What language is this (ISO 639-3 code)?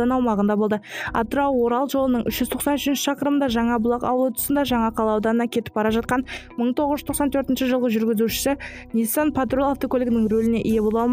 kaz